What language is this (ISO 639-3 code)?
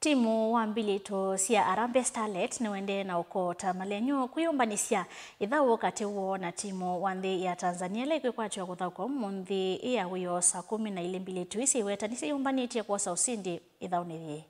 kam